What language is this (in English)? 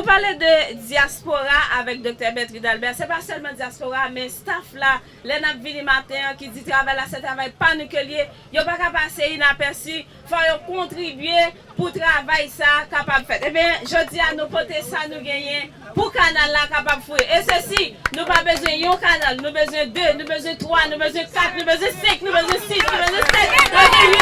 Haitian Creole